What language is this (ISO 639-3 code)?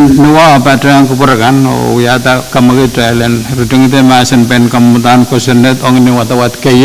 pon